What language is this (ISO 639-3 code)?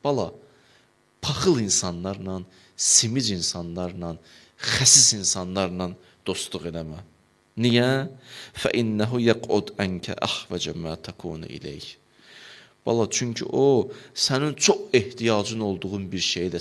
aze